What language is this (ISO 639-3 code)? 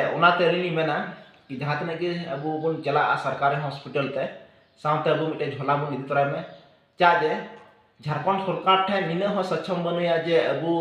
sat